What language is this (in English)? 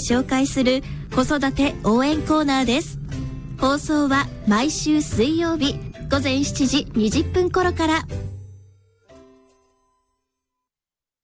Japanese